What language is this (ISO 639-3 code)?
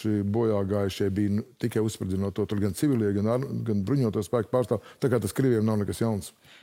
lav